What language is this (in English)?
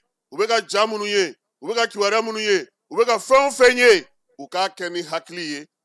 Bambara